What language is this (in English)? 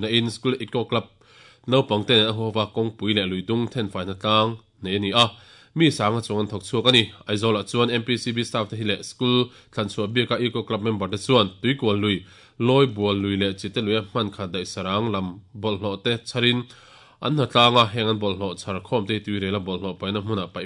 Mizo